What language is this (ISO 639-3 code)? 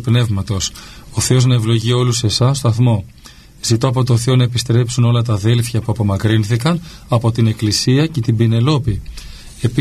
ell